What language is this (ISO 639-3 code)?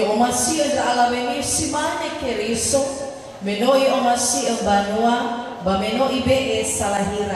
nia